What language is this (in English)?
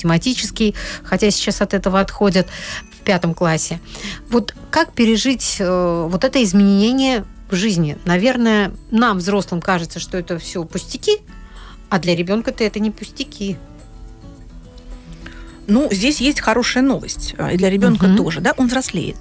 Russian